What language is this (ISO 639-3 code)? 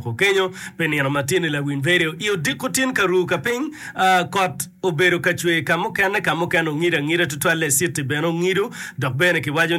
ach